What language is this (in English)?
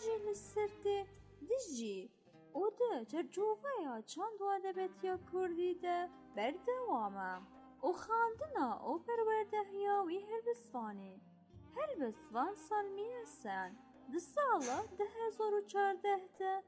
Kurdish